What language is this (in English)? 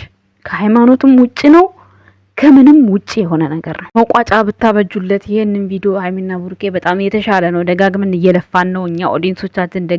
Amharic